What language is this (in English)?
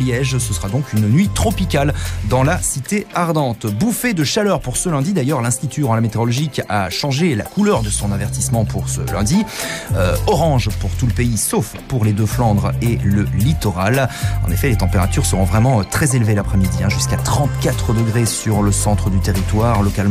French